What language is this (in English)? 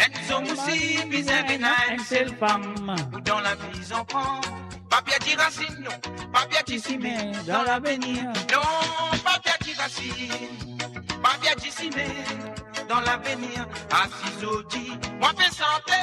Morisyen